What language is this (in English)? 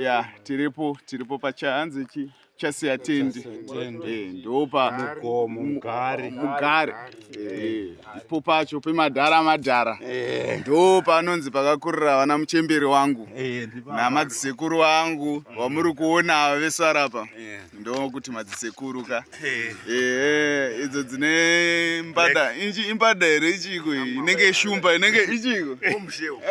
Shona